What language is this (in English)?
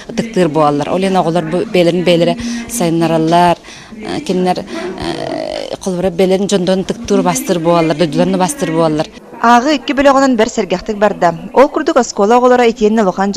Yakut